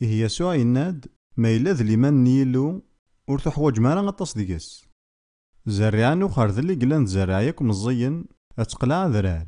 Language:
Kabyle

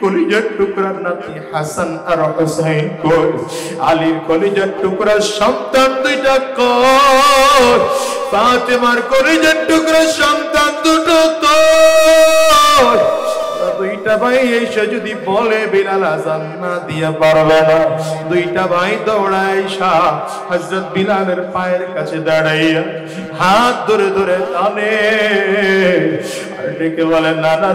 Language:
Bangla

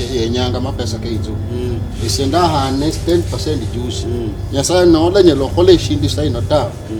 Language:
Luyia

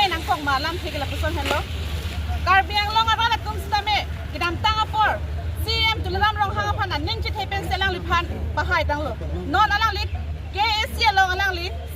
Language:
Karbi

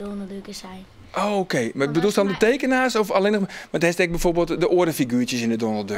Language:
Western Frisian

